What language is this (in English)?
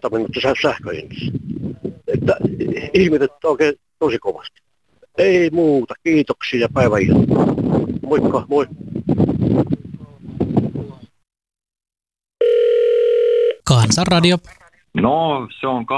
Finnish